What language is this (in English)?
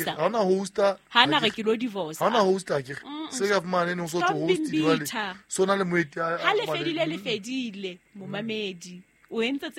Southern Sotho